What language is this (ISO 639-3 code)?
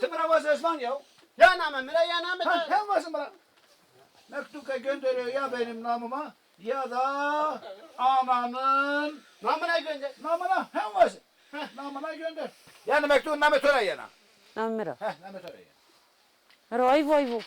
zza